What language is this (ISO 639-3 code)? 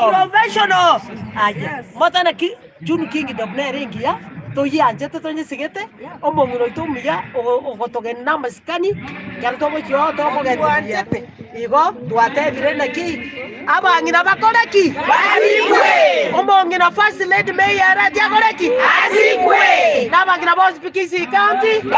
guz